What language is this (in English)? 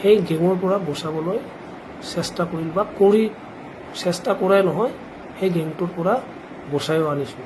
Assamese